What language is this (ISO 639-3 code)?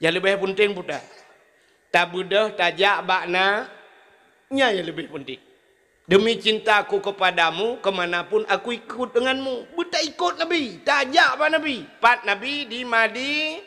ace